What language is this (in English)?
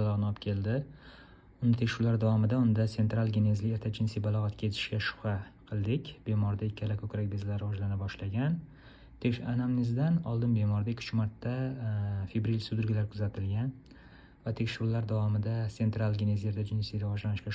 Uzbek